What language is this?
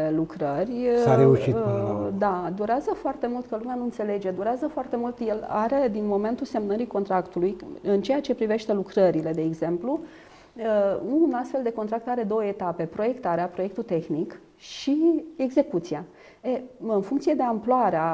Romanian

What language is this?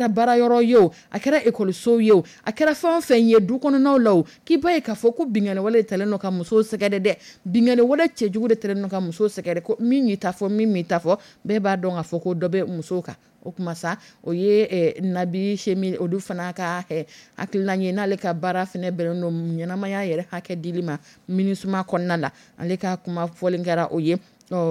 Dyula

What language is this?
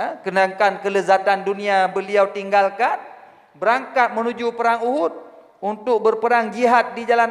Achinese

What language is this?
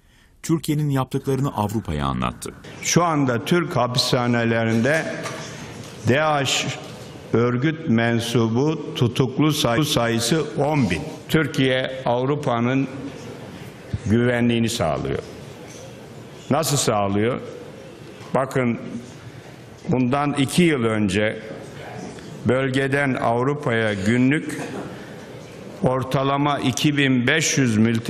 Turkish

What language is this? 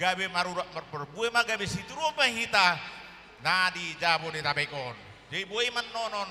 Batak Toba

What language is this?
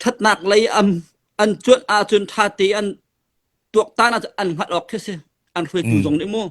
Hakha Chin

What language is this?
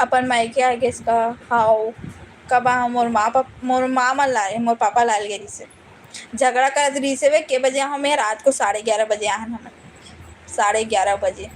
Chhattisgarhi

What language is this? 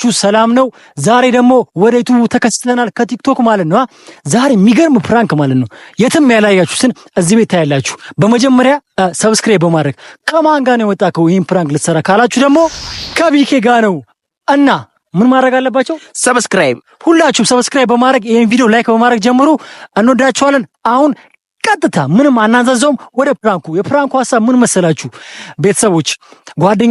Amharic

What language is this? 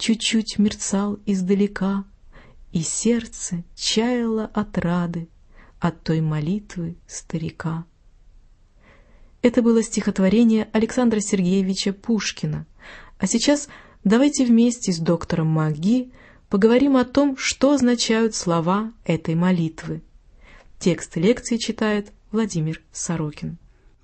Russian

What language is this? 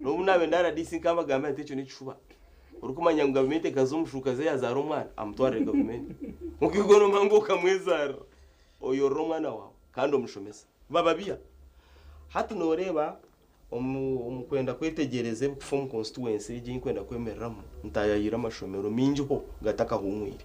Nyankole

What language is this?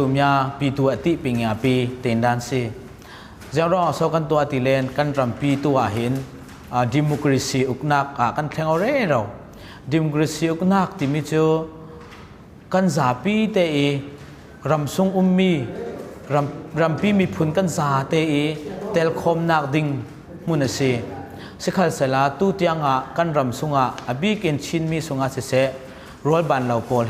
Falam Chin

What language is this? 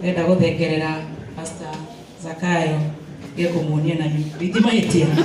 Kikuyu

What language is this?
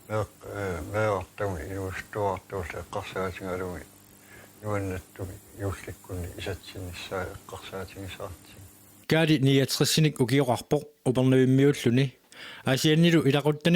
Kalaallisut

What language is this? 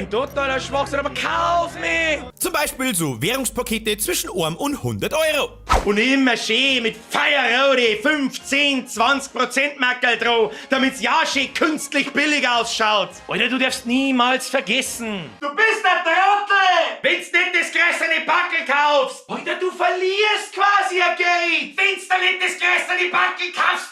Bavarian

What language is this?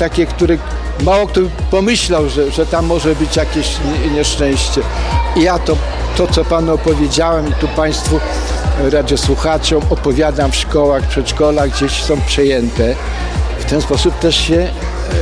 Polish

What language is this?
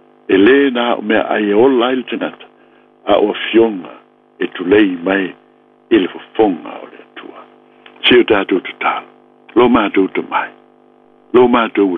Samoan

